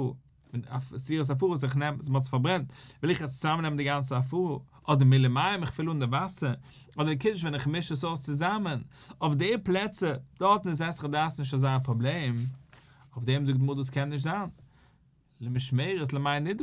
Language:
Yiddish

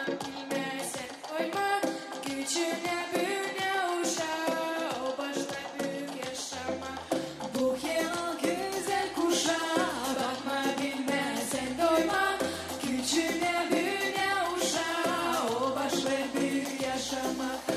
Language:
Gagauz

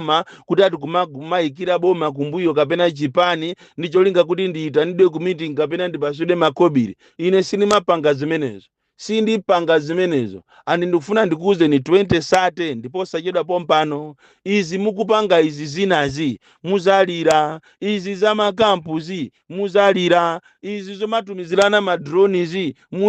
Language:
Nyanja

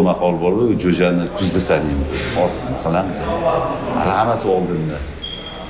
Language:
Uzbek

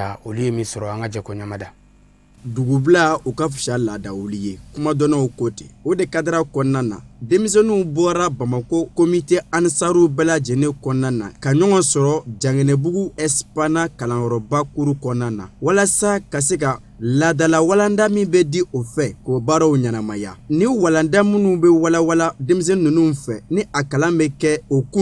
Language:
Bambara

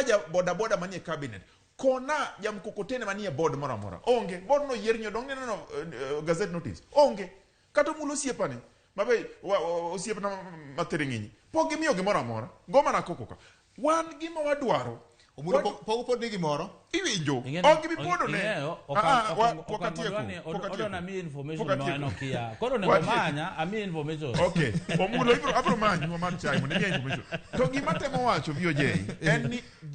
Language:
Luo (Kenya and Tanzania)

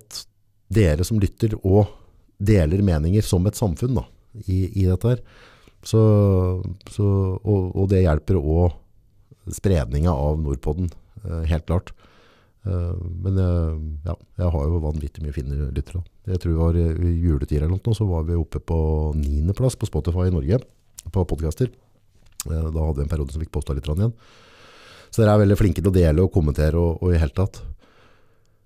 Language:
Norwegian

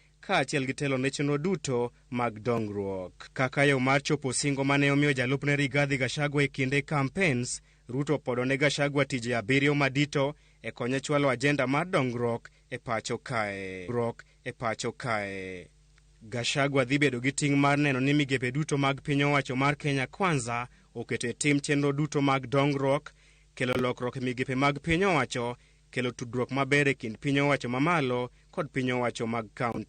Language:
Luo (Kenya and Tanzania)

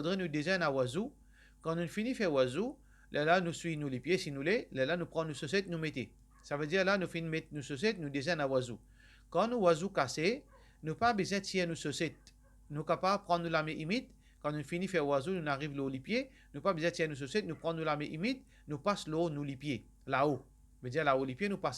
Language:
Morisyen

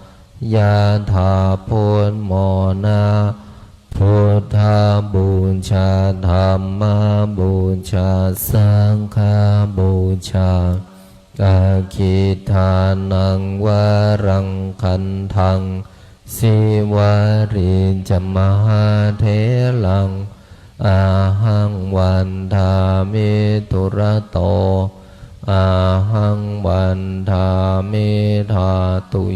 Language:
Pali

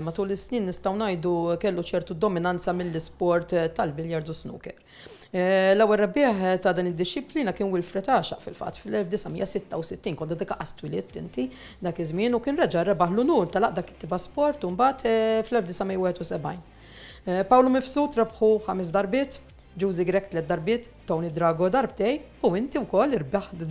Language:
Maltese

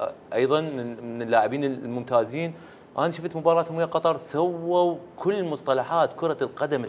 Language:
Mesopotamian Arabic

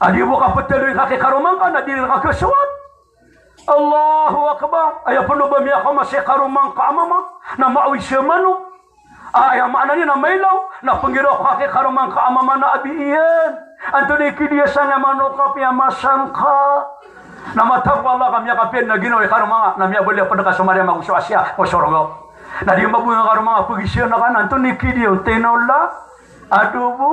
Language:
Maranao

